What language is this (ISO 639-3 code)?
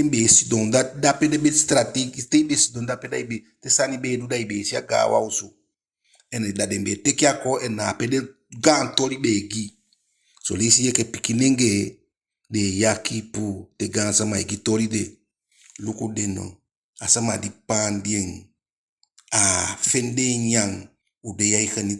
djk